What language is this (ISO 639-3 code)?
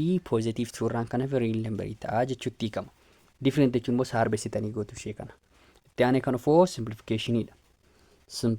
orm